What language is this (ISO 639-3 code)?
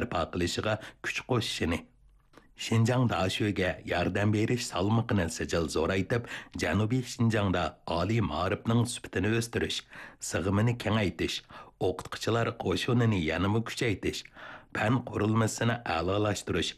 uig